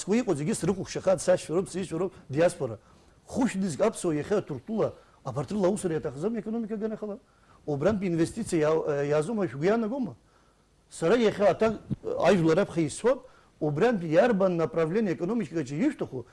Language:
Abkhazian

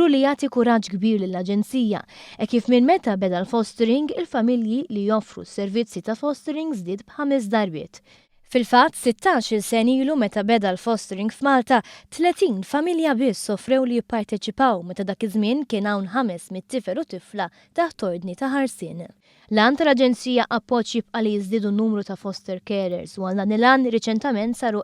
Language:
Maltese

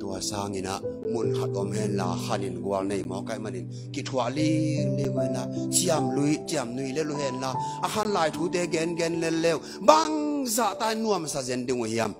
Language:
Tedim Chin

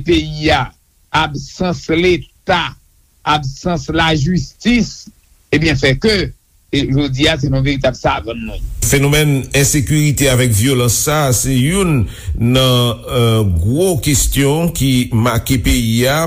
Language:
Haitian Creole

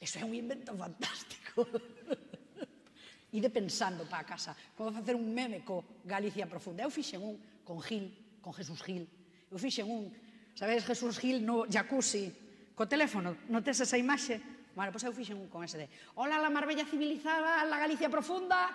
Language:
Galician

